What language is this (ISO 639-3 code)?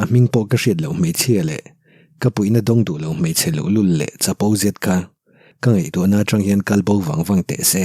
lus